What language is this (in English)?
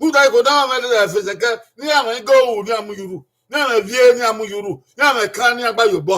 Bini